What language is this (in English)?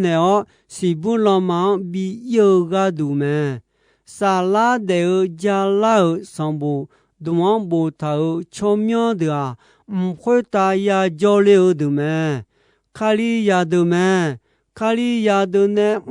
Akha